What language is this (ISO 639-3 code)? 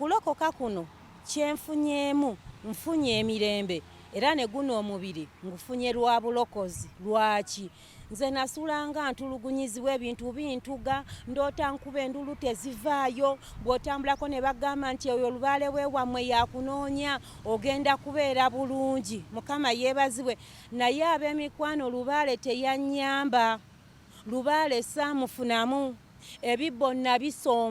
lug